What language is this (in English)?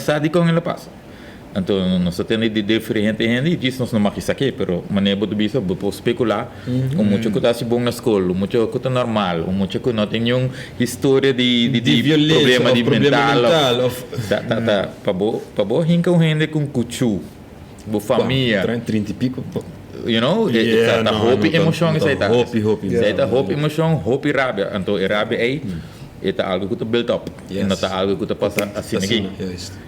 Papiamento